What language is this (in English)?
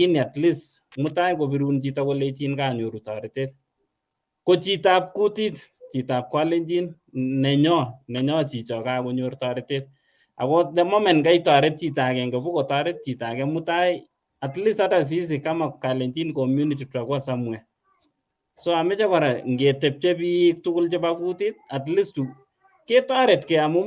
Kalenjin